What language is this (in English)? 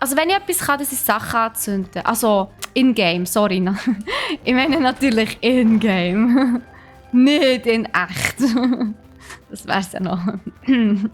Swiss German